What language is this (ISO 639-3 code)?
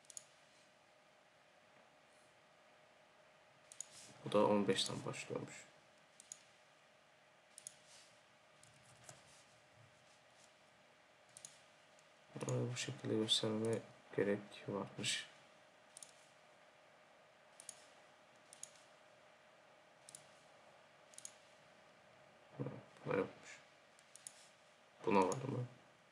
tur